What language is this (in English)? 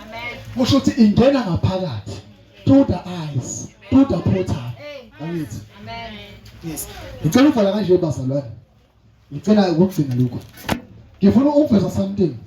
Zulu